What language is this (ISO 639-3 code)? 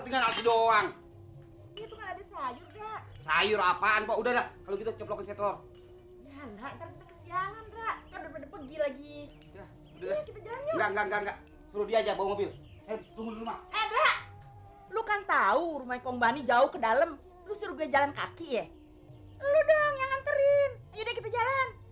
bew